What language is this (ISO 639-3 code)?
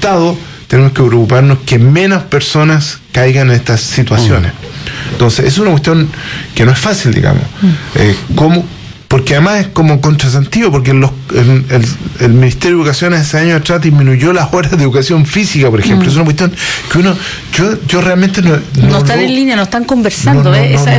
spa